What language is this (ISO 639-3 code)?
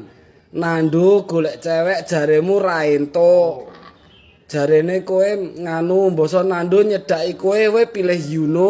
jav